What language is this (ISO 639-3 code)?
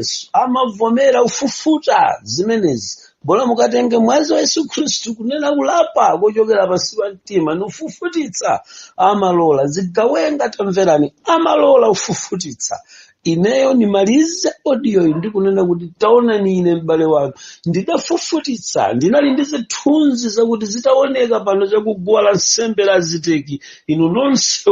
nya